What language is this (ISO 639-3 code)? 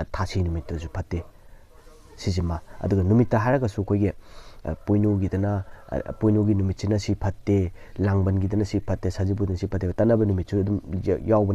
mni